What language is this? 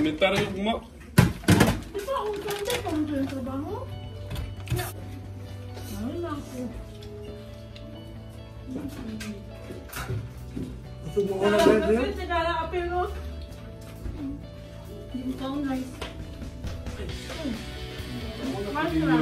Filipino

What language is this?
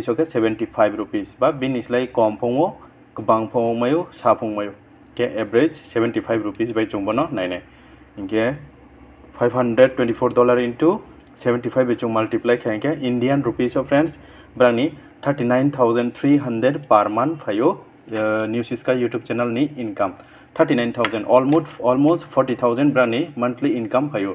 Riang (India)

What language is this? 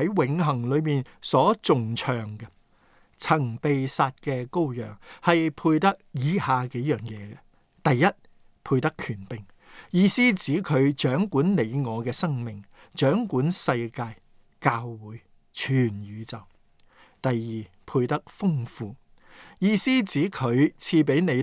Cantonese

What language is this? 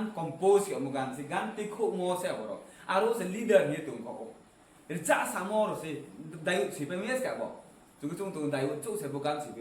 Riang (India)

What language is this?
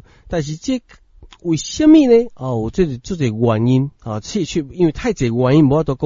Min Nan Chinese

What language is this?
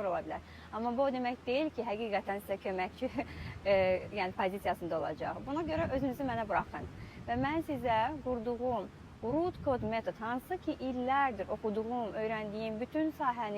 Azerbaijani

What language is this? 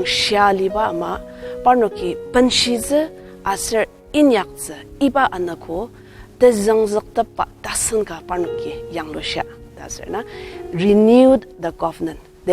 Ao Naga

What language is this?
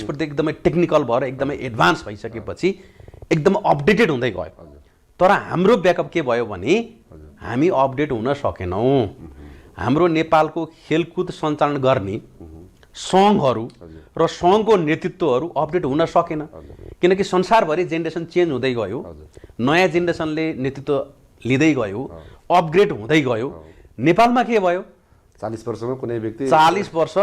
Nepali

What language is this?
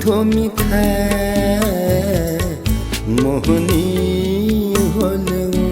Newari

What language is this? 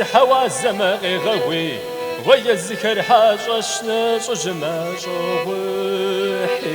Kabardian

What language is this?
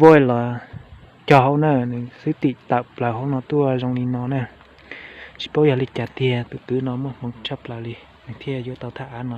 Hmong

